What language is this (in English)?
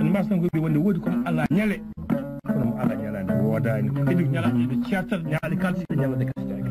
Fula